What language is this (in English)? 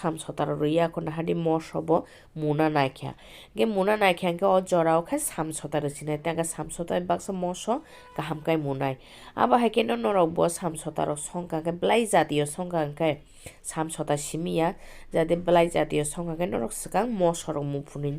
Kok Borok